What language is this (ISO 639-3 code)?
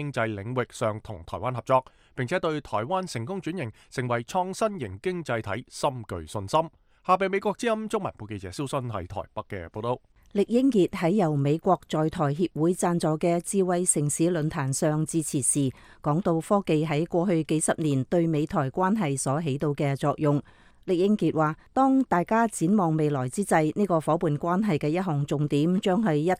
yue